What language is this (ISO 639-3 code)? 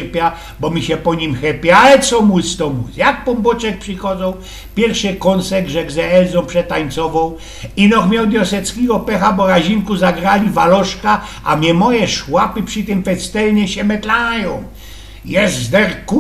szl